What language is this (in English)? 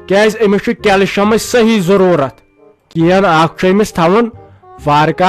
Kashmiri